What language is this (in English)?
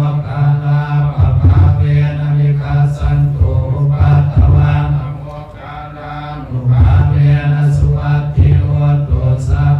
Pali